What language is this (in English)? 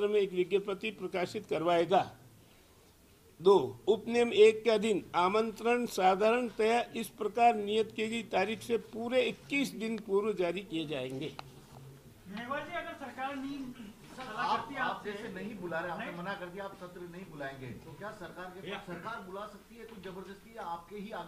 Hindi